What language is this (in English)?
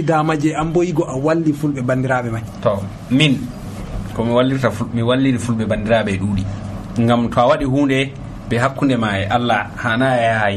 Nigerian Fulfulde